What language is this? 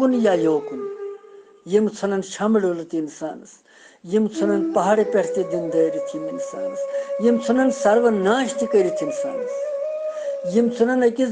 Kashmiri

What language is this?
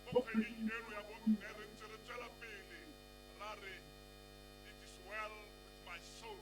Tswana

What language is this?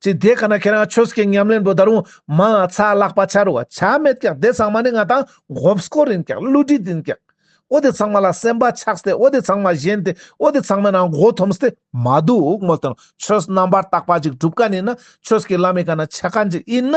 Ladakhi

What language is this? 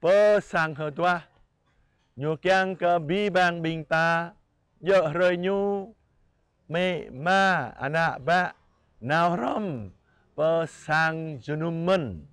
Jarai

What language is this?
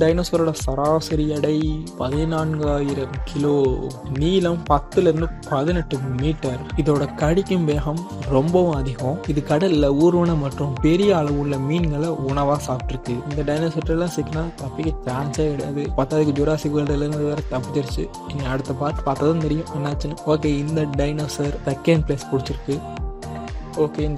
Tamil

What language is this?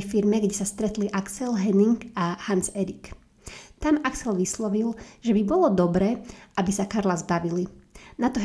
Slovak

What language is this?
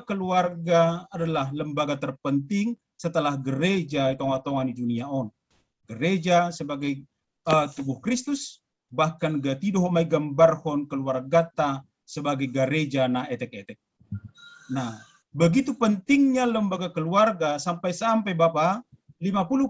Batak Simalungun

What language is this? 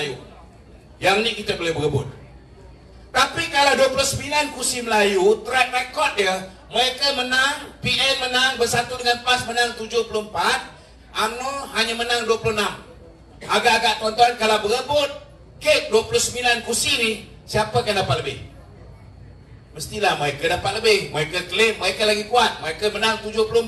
Malay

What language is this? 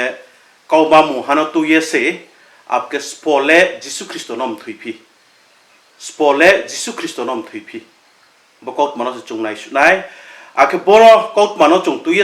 Riang (India)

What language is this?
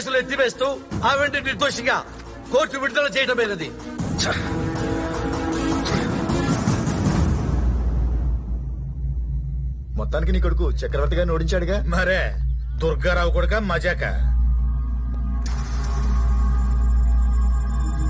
Telugu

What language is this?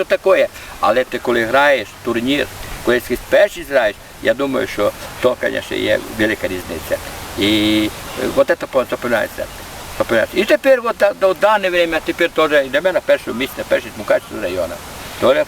Rusyn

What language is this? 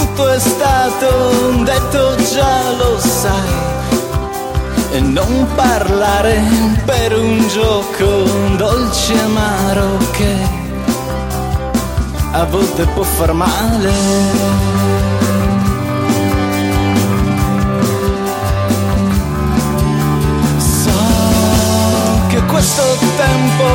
Italian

